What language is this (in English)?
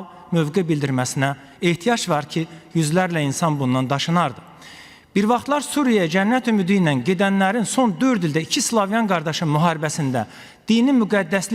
Azerbaijani